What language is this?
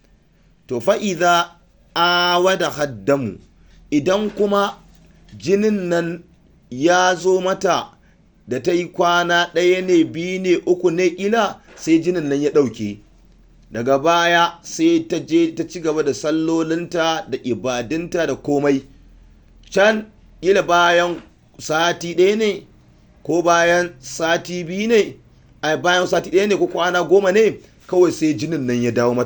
Hausa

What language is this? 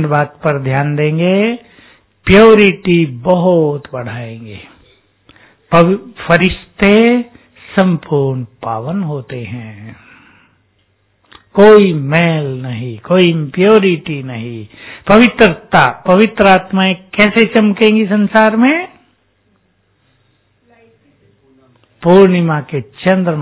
Hindi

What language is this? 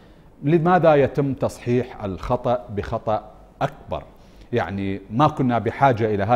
Arabic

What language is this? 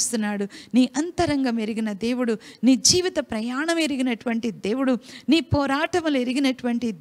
Telugu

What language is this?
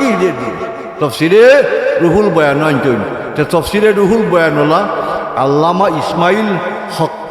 Sylheti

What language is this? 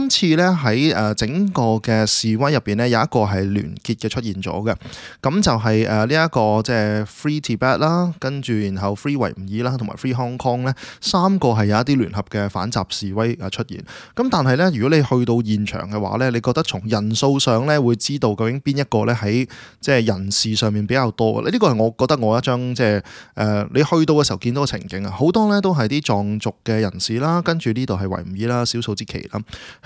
Cantonese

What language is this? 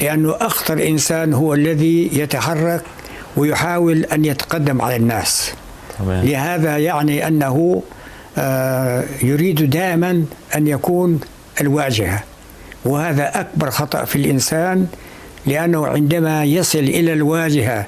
North Levantine Arabic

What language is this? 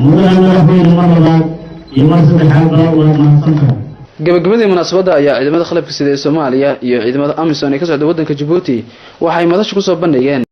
Somali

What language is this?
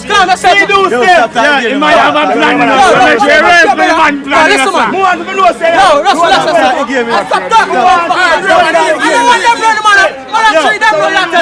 Jamaican Creole English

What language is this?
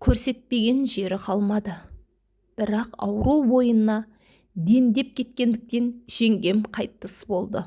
Kazakh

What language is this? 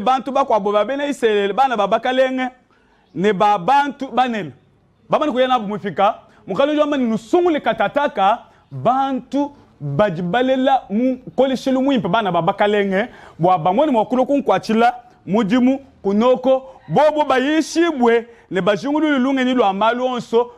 Luba-Lulua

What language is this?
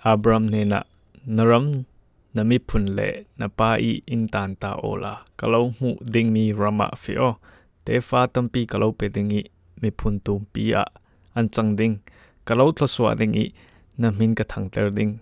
Falam Chin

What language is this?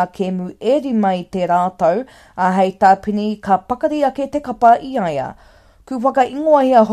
Māori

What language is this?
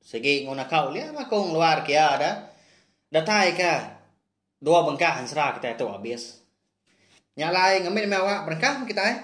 Iban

